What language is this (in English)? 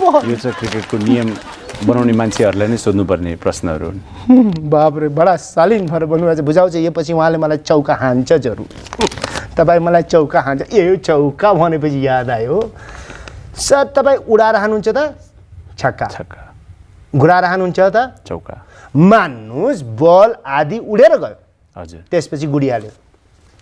Nepali